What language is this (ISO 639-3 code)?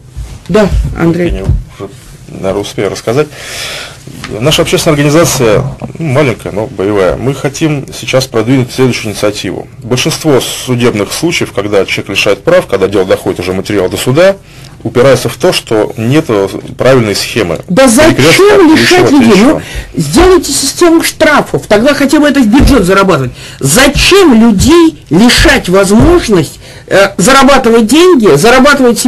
rus